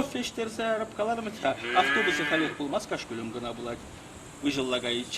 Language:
Chuvash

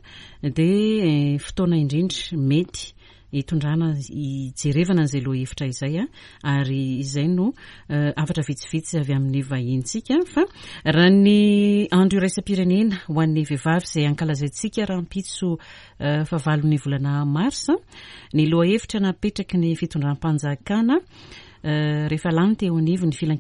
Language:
Malagasy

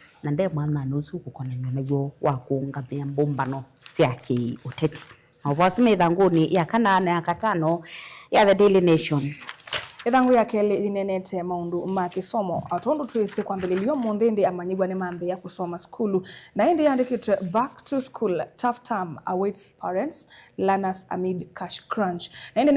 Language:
Kamba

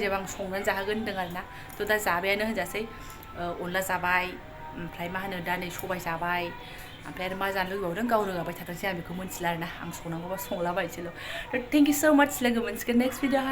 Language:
Bodo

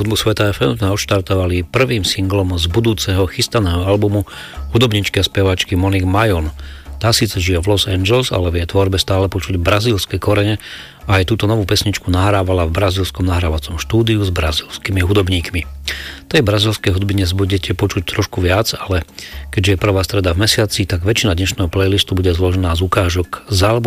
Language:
Slovak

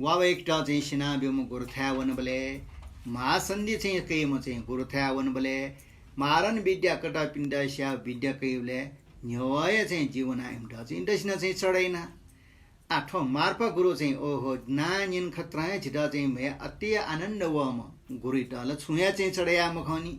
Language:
Newari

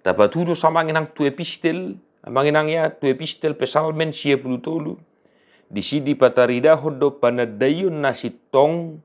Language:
Batak Toba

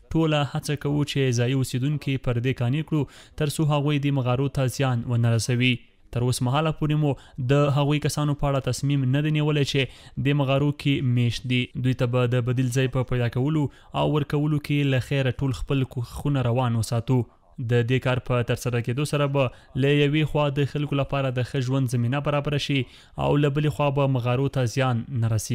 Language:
Pashto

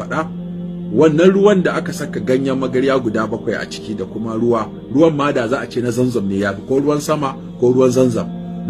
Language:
Hausa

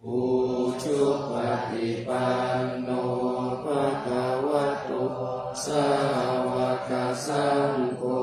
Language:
Pali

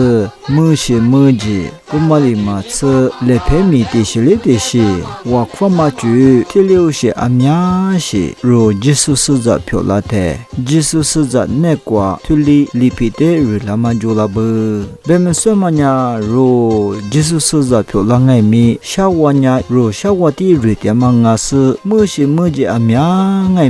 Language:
Lisu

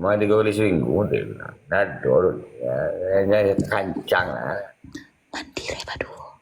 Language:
Minangkabau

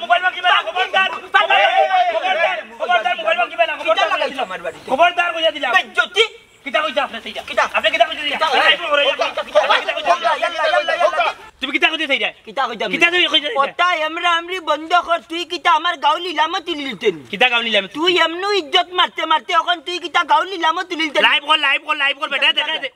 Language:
Sylheti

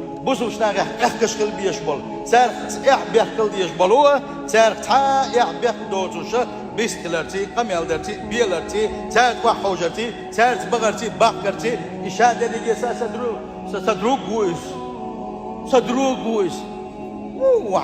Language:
Chechen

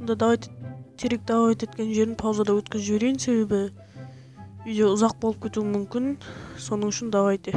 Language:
Kara-Kalpak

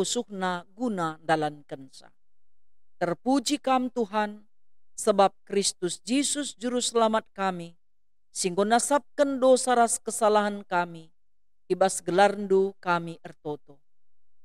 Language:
Batak Karo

